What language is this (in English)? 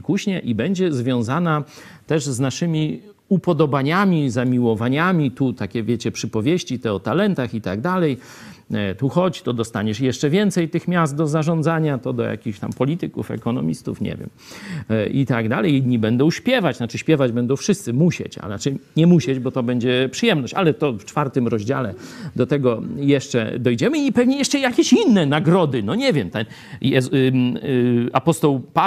Polish